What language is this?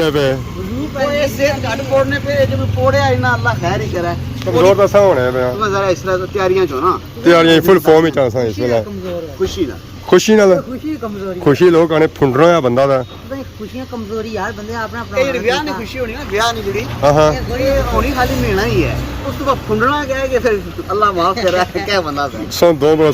Pahari-Potwari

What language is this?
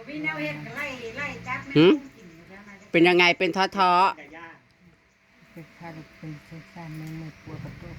Northeastern Thai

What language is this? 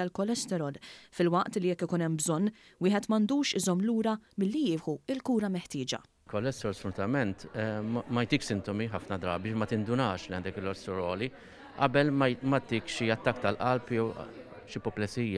Maltese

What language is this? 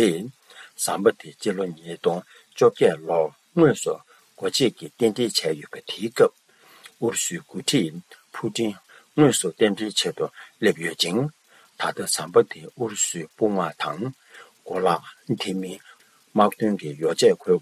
Tibetan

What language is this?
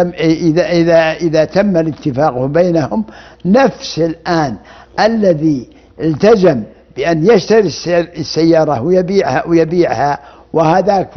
Arabic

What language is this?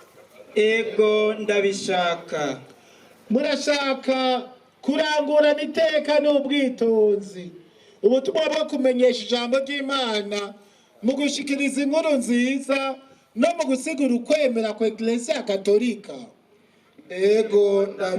Rundi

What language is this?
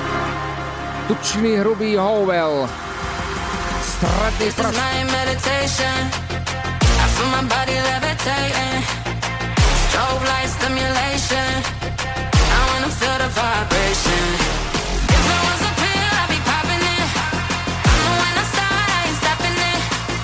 Slovak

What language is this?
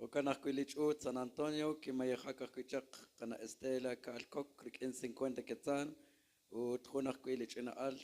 Kekchí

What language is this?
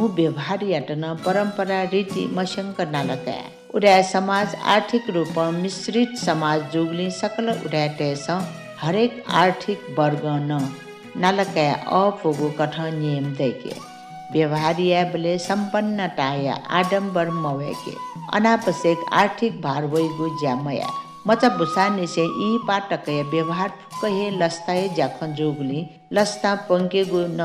Newari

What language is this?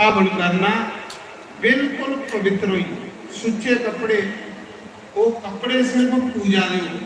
Dogri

